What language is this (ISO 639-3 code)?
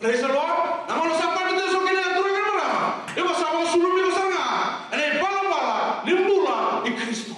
fij